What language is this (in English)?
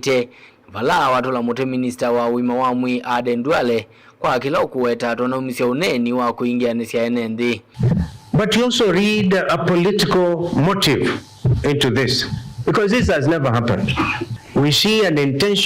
Kamba